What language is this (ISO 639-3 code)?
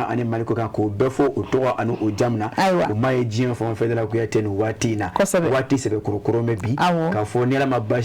bam